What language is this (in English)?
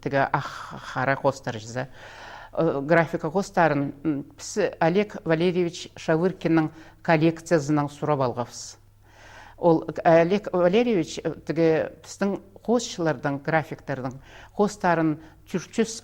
Khakas